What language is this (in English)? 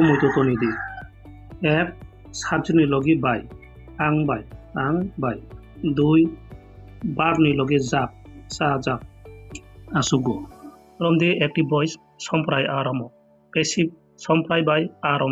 Kok Borok